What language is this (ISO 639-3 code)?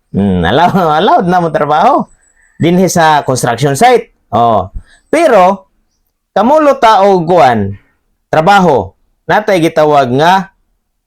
ceb